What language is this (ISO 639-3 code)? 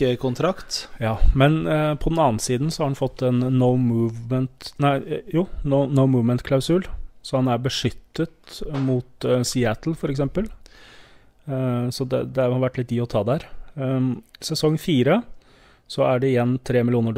nor